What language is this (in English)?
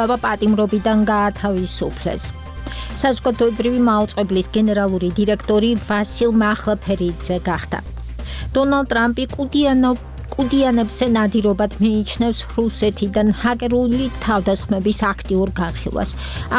Georgian